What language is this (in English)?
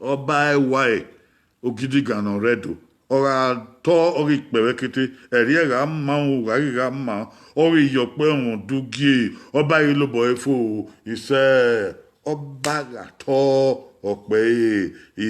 Bini